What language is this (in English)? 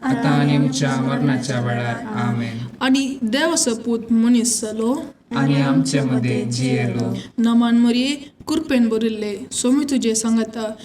Konkani